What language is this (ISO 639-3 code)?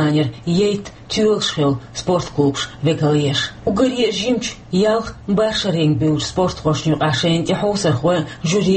che